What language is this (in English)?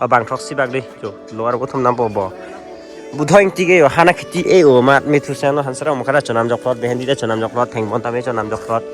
Karbi